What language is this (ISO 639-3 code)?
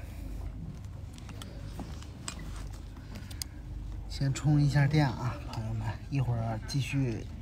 zho